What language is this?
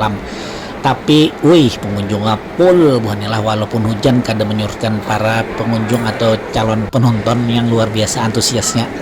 Banjar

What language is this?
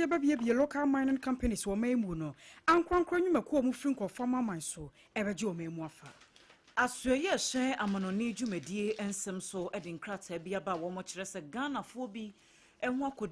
Akan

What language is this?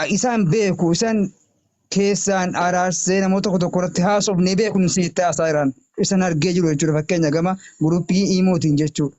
Oromo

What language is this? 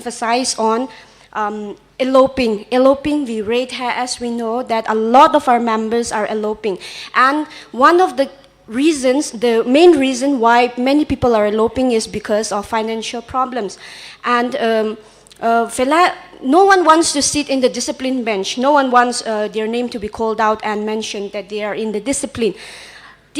Poumei Naga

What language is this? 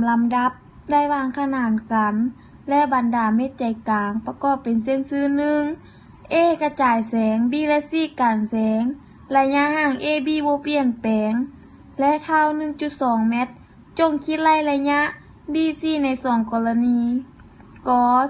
Lao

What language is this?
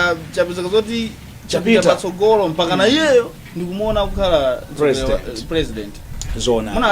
Nyanja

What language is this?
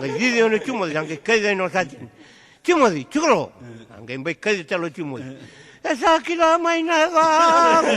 Fijian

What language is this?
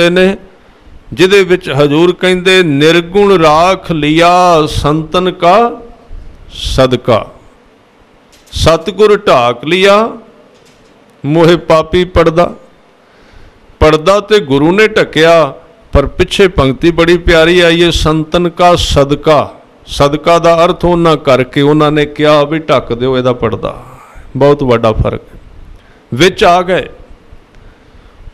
Punjabi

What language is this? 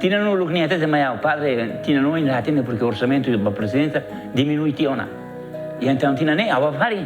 Tetum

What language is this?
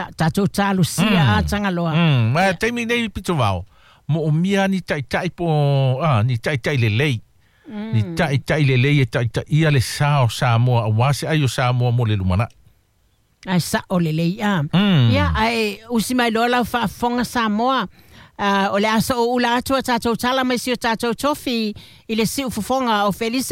Samoan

